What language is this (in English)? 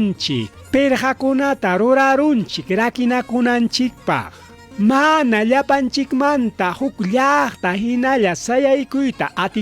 Ayacucho Quechua